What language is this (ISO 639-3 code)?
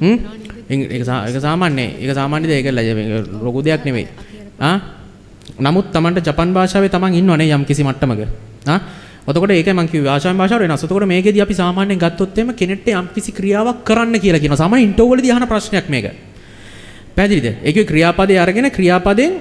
sin